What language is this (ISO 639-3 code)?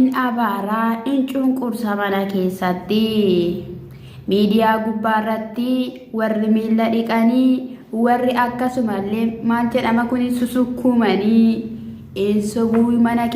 orm